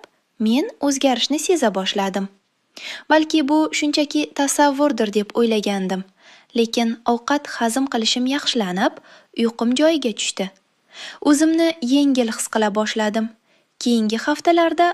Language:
Uzbek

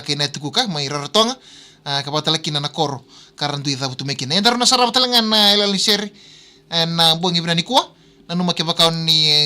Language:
Fijian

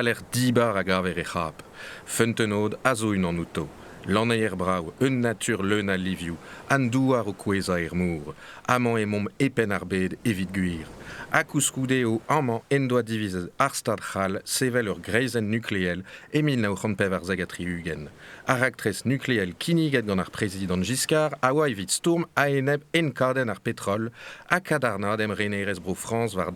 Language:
Breton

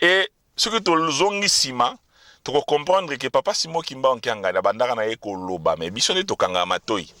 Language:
Lingala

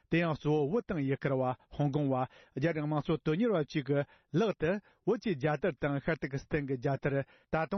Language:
Tibetan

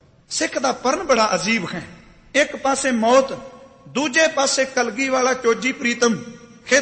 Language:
Punjabi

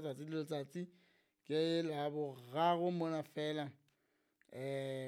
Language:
Southern Sotho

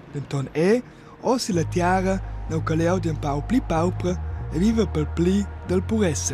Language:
Romansh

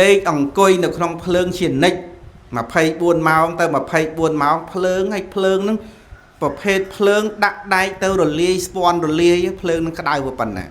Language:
Khmer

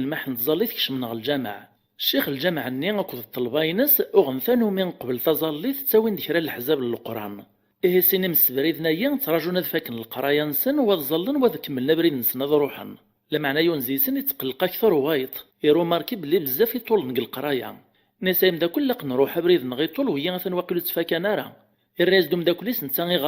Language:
Kabyle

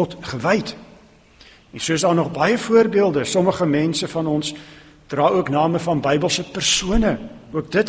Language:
Afrikaans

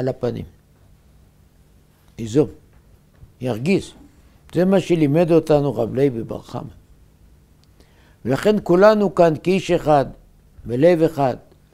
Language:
Hebrew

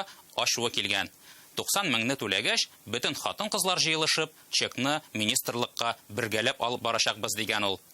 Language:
Tatar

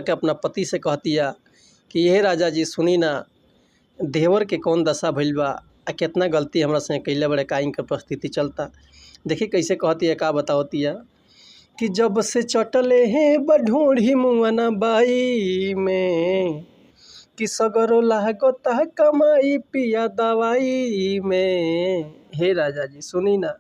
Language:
Bhojpuri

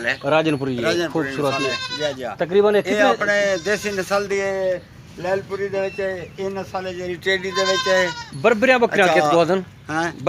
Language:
Saraiki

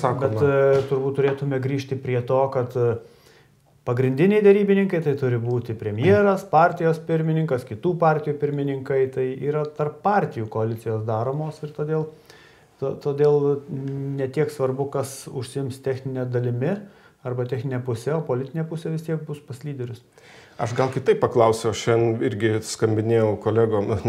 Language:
Lithuanian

